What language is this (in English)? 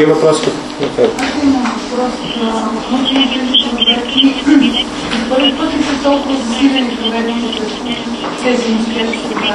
Bulgarian